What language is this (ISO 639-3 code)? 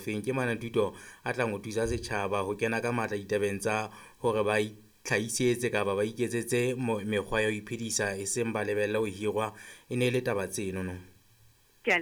sot